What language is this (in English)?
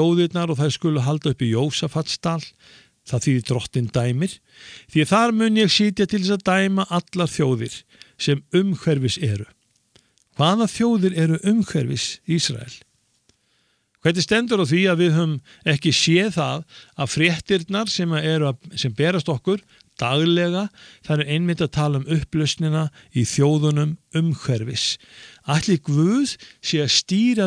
Icelandic